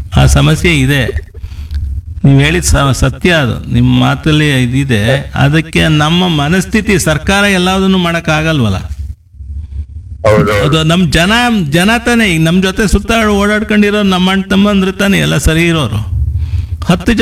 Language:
Kannada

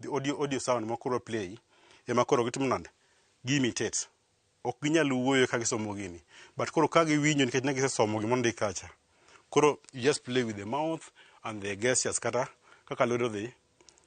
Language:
Luo (Kenya and Tanzania)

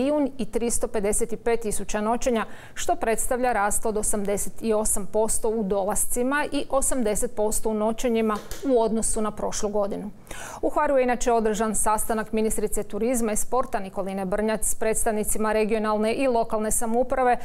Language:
Croatian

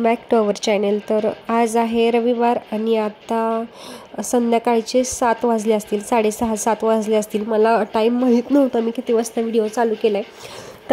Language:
Marathi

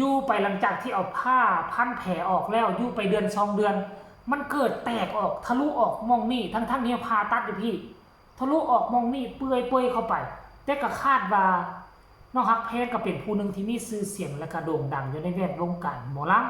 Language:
Lao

